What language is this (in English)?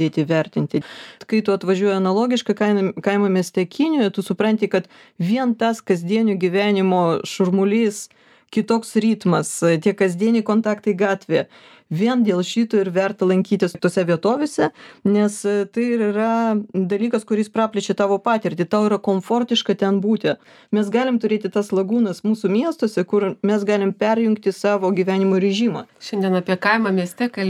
Lithuanian